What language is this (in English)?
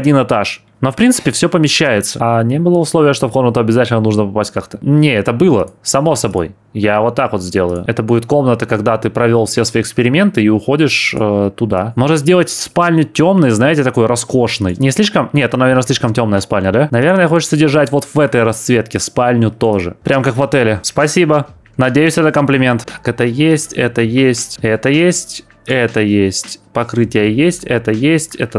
Russian